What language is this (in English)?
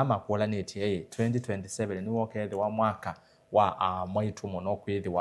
Kamba